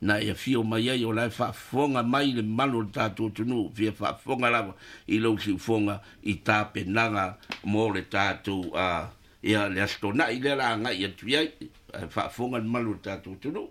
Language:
Samoan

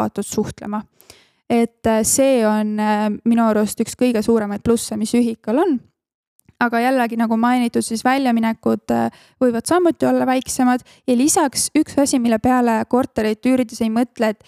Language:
Estonian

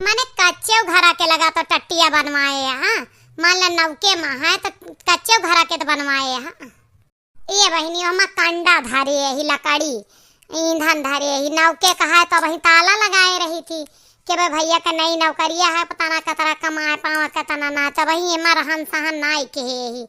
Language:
Awadhi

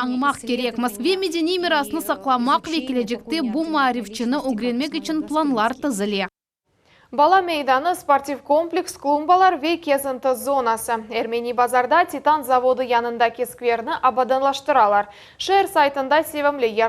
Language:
Crimean Tatar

